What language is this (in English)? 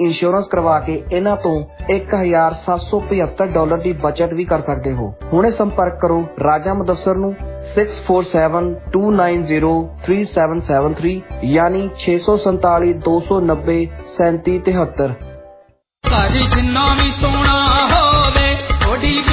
Punjabi